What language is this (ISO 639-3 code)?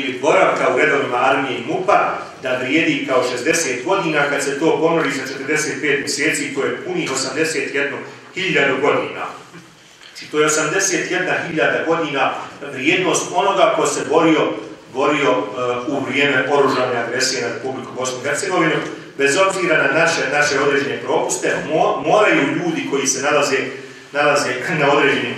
bos